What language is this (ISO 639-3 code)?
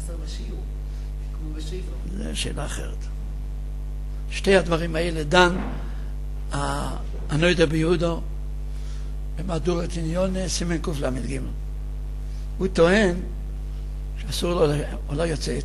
heb